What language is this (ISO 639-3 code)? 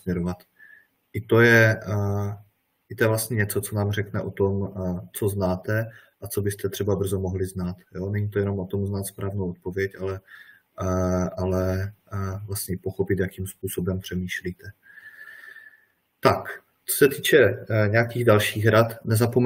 ces